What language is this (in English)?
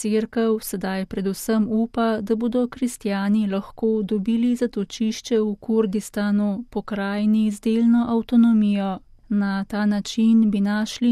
Slovenian